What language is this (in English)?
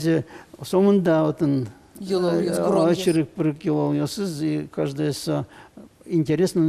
Udmurt